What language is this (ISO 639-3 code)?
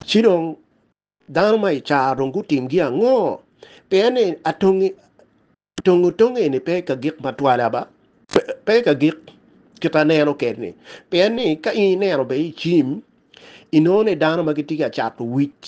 ach